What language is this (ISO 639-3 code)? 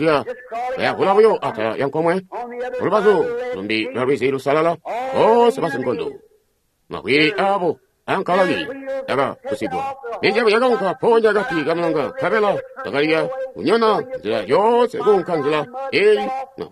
toi